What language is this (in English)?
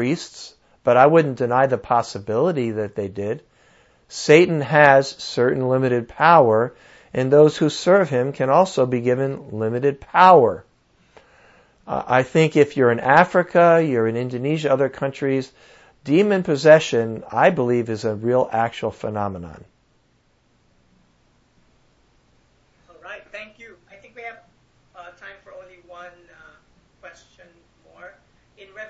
English